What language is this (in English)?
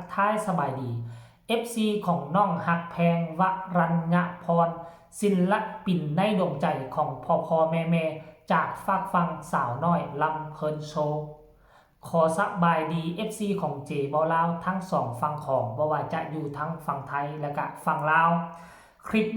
Northeastern Thai